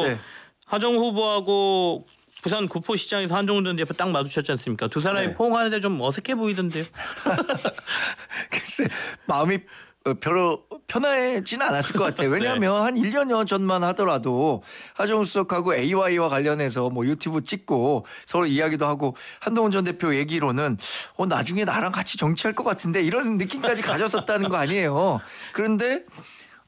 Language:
Korean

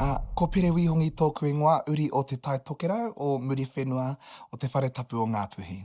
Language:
Māori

